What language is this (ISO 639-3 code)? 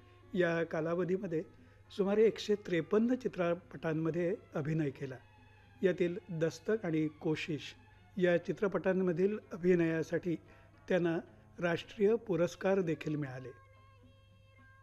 mar